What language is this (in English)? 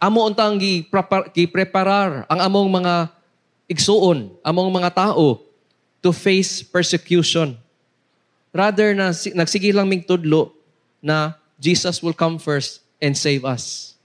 Cebuano